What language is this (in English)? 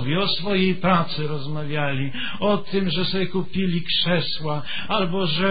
Polish